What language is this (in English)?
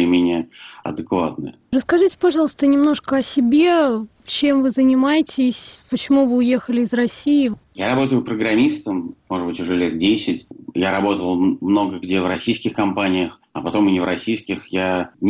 Russian